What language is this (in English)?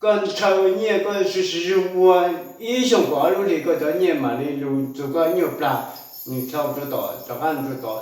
Hmong